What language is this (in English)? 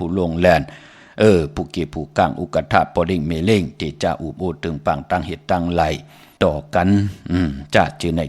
Shan